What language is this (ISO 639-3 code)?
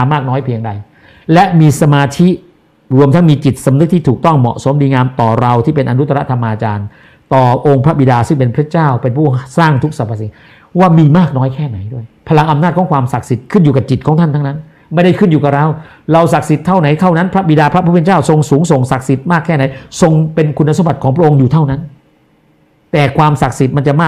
tha